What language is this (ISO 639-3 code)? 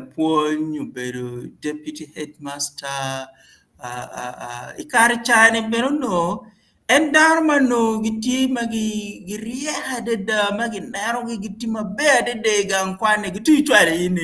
ach